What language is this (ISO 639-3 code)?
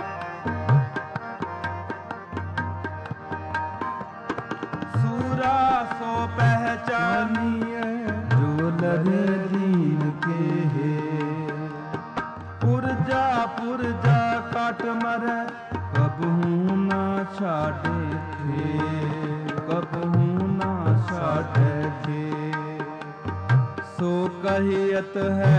pan